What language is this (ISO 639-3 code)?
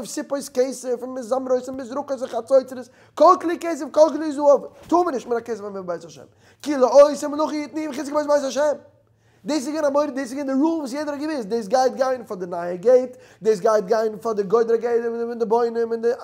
yid